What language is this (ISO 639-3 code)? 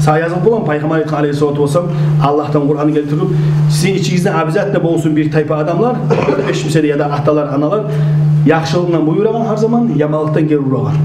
kum